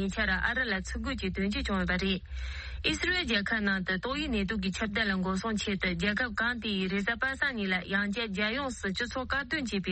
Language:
Tibetan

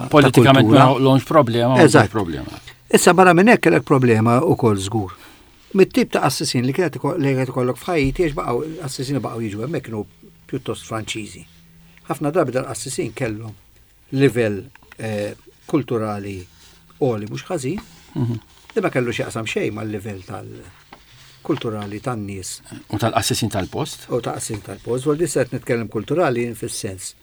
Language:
Maltese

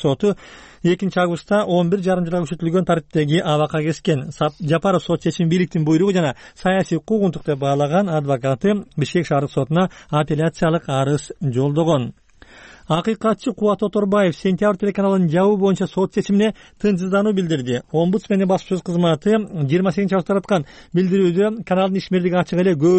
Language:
Kyrgyz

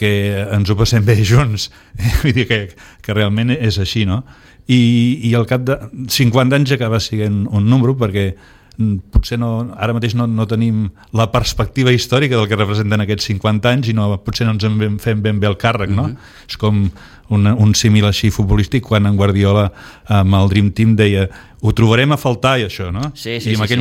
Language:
Catalan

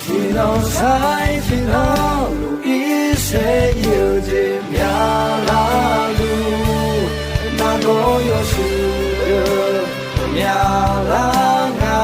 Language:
Akha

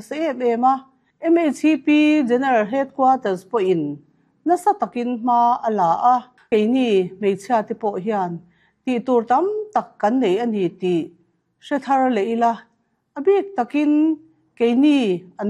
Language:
Mizo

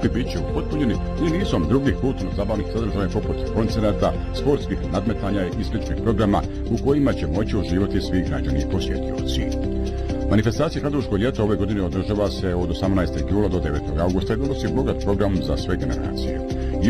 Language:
Bosnian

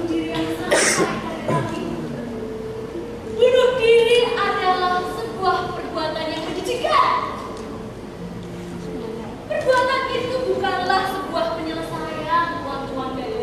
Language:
Indonesian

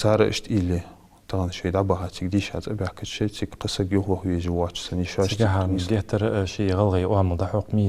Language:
Ingush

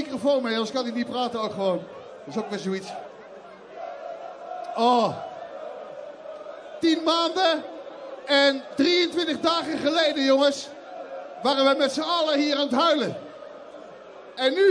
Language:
Dutch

